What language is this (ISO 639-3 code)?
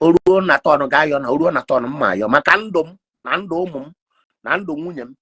ibo